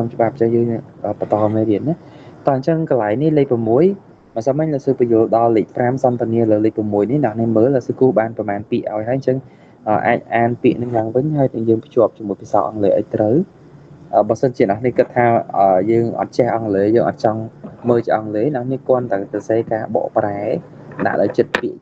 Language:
Khmer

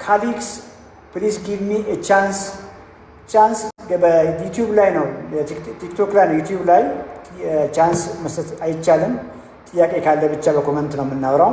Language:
Amharic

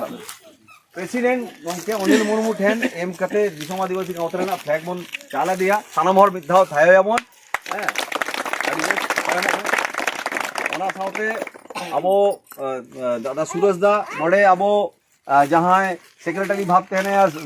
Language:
Santali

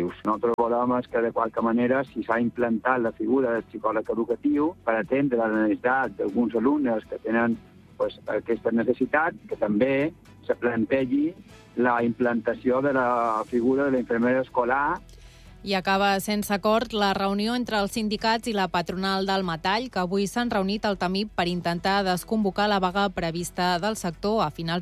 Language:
Catalan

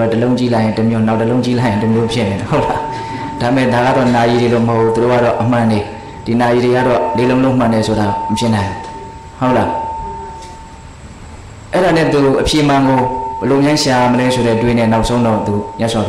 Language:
Burmese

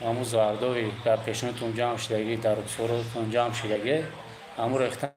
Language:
Tajik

